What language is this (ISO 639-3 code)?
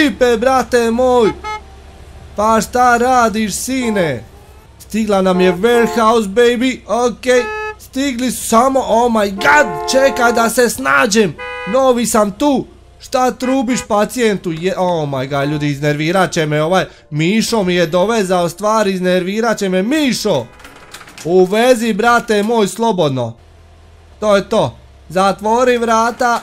hrv